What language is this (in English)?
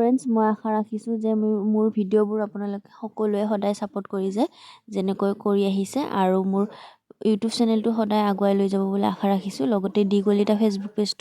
Assamese